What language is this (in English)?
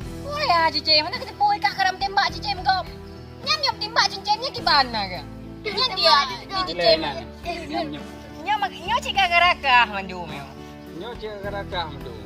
Achinese